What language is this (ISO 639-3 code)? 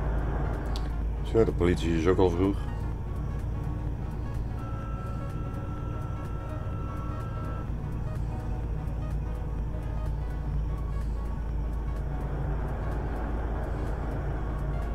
nld